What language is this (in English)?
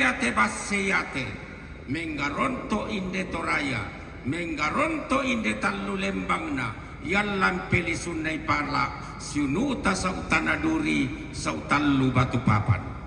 Toraja-Sa'dan